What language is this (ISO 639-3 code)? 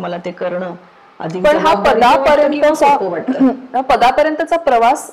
mar